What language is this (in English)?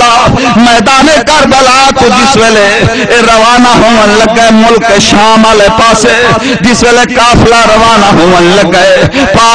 Saraiki